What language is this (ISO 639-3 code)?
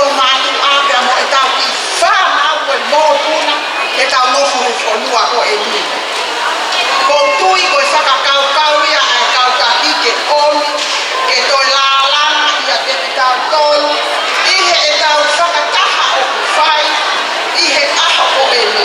ton